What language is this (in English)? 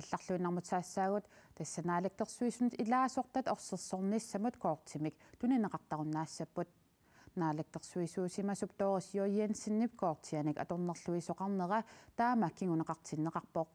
Kalaallisut